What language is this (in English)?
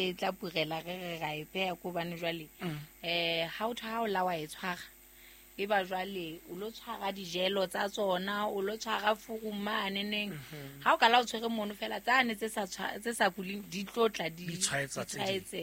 Southern Sotho